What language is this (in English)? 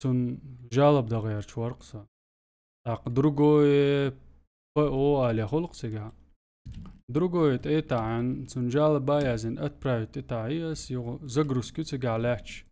Chechen